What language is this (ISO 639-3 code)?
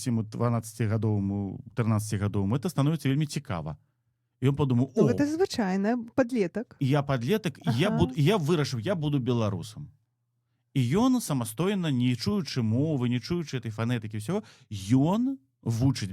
bel